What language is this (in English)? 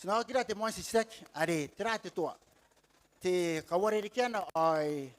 Gilbertese